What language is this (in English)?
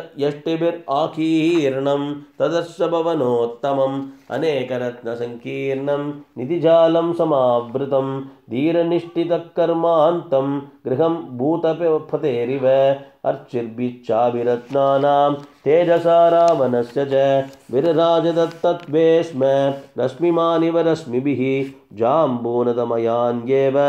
Sanskrit